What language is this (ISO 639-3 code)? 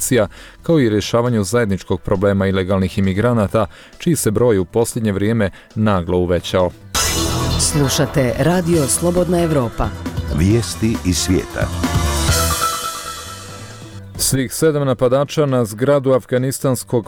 bos